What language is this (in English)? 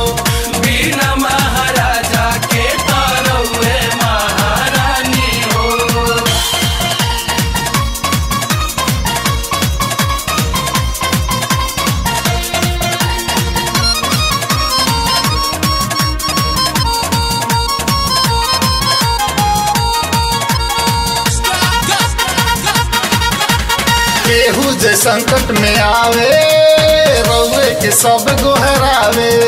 Bhojpuri